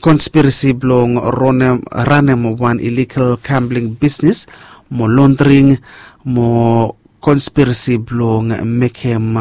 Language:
Bislama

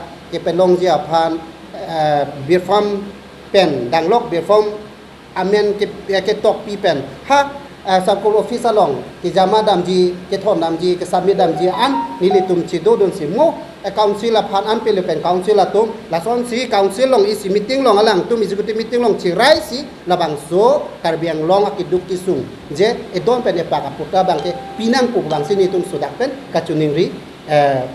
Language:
Karbi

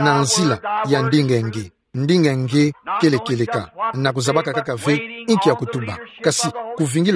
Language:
Kituba (Democratic Republic of Congo)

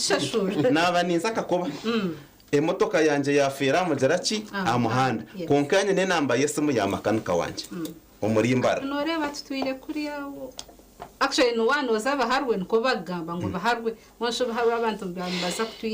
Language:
Nyankole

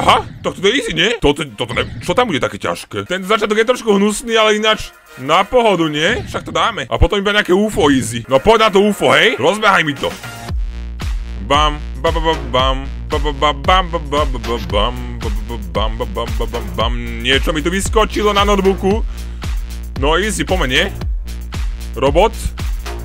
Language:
Slovak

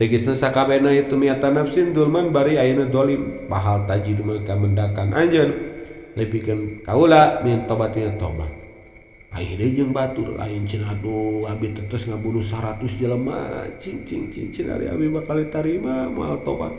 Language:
Sundanese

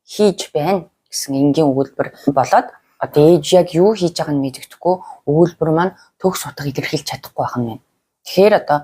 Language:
Mongolian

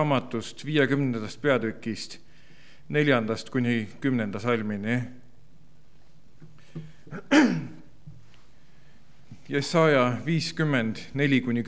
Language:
Estonian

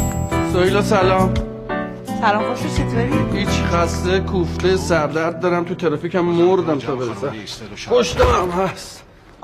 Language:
Persian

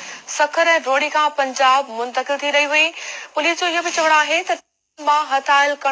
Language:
Sindhi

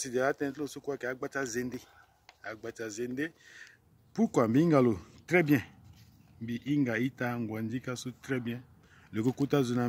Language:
Sango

